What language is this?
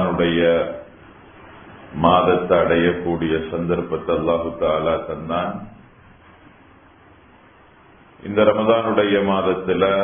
Tamil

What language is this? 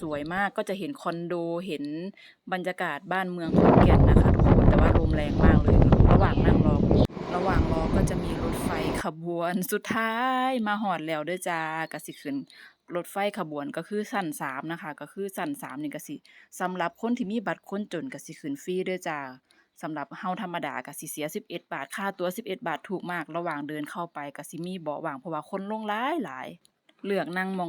Northeastern Thai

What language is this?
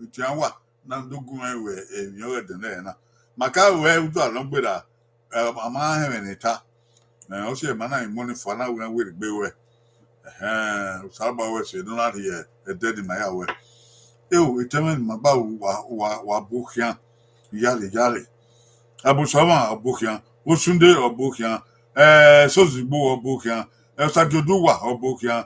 Bini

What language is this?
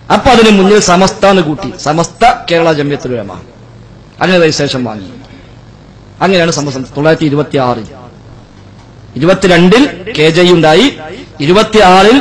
Malayalam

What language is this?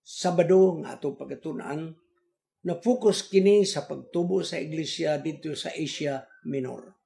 Cebuano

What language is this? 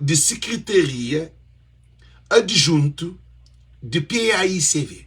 Kabuverdianu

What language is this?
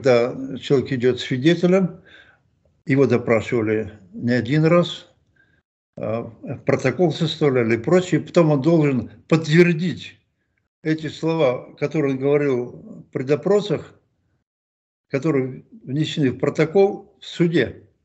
Russian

